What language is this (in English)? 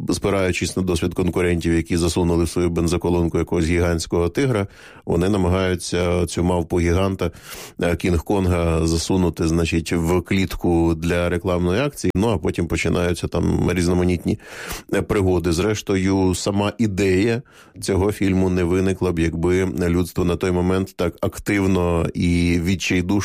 Ukrainian